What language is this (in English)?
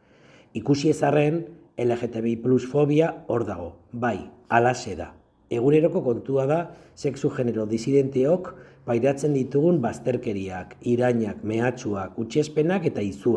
Basque